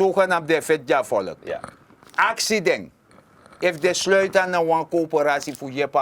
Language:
Sranan Tongo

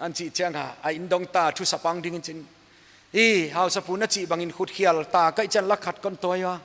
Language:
Paite Chin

